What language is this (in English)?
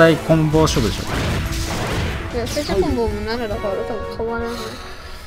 Japanese